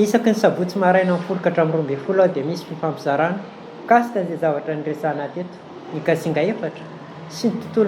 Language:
Malagasy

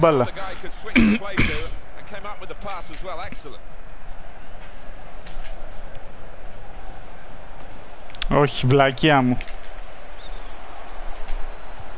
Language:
Greek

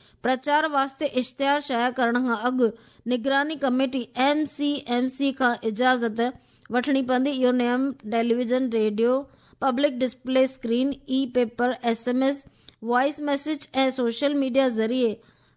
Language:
Sindhi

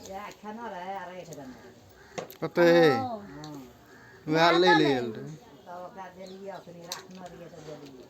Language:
Maithili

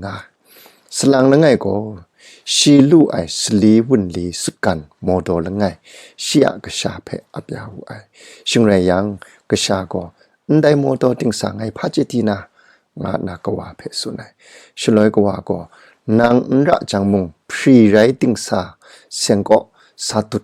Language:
Kachin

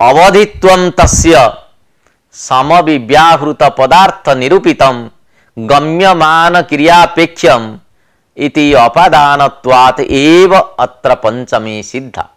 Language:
Sanskrit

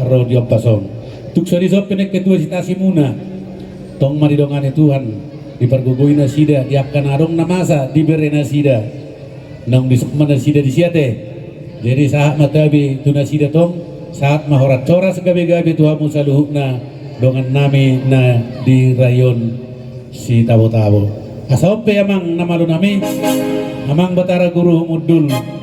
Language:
Batak Toba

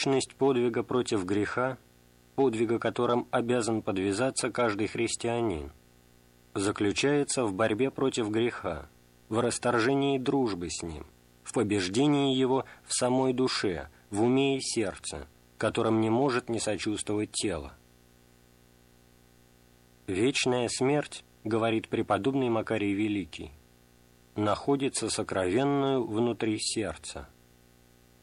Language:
Russian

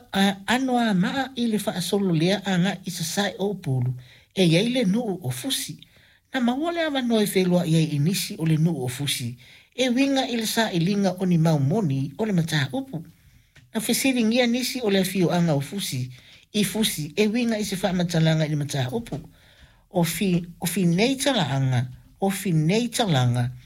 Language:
Samoan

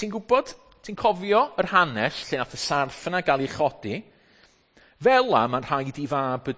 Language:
Welsh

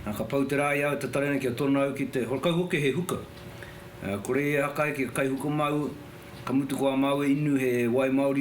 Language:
Māori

